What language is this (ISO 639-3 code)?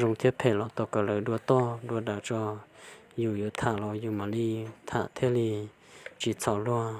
hmn